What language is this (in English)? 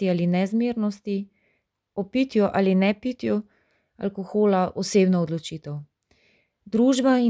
Slovenian